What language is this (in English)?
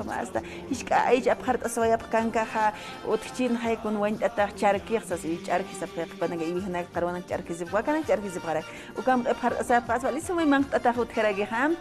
Aymara